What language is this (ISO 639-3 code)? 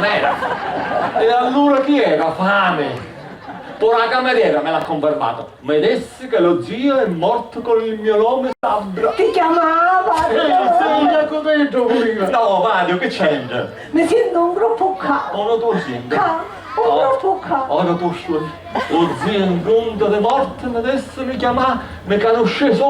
scn